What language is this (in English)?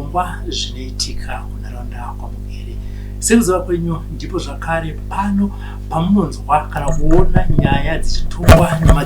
Shona